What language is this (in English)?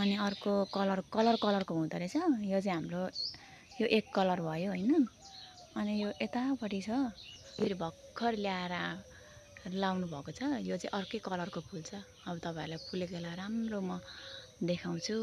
Nepali